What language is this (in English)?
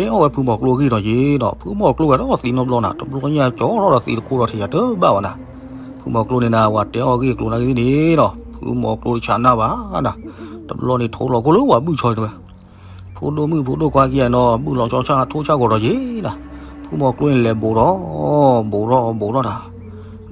S'gaw Karen